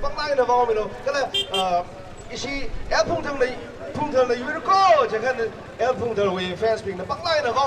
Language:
Tangkhul Naga (India)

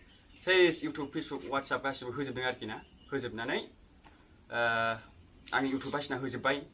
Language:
Bodo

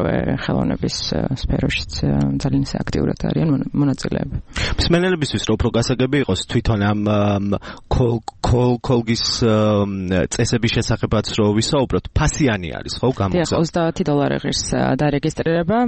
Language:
Georgian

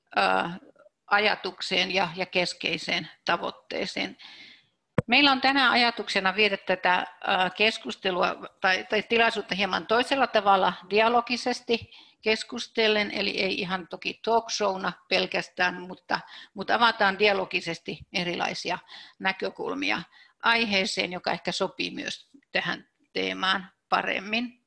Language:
Finnish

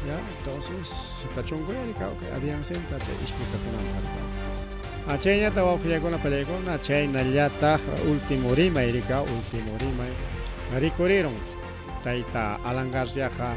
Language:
Ayacucho Quechua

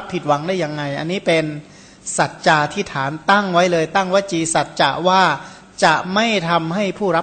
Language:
Thai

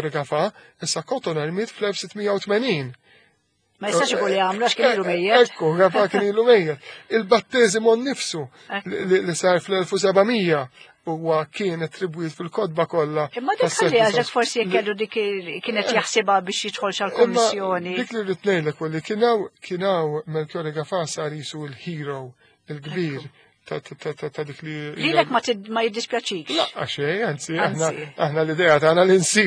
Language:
Maltese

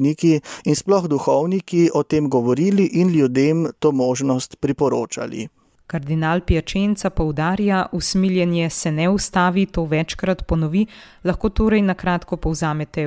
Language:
Slovenian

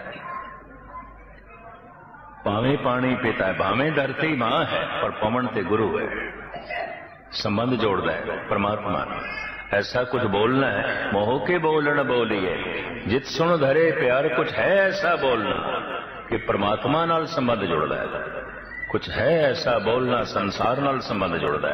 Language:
Punjabi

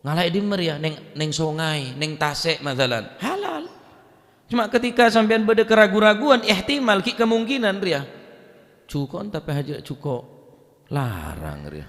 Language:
Madurese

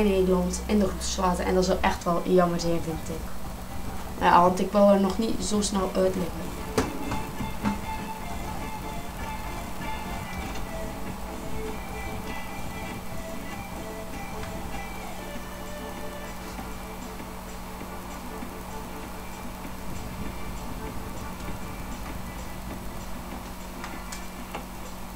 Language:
Dutch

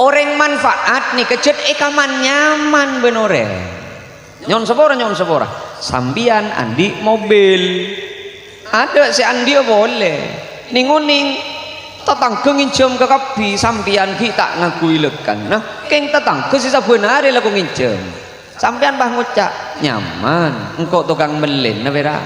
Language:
Madurese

